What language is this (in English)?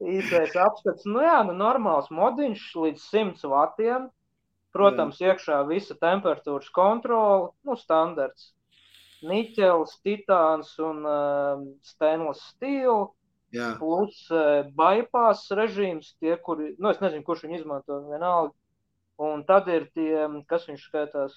Latvian